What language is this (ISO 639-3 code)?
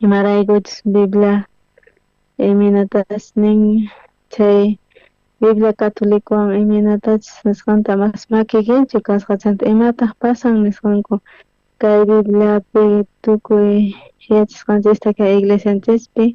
quh